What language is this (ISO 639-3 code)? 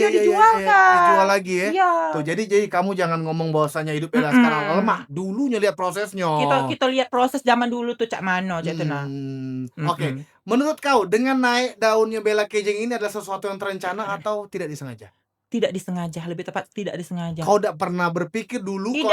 mui